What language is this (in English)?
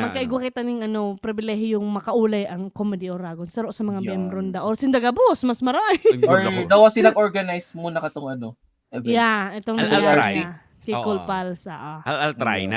Bikol